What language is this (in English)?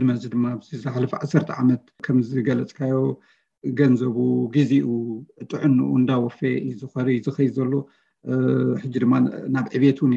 Tigrinya